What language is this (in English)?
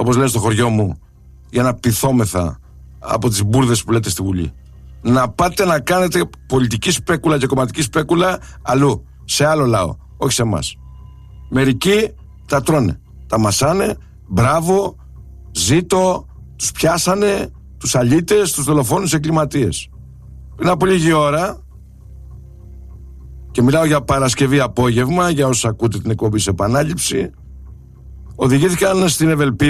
Greek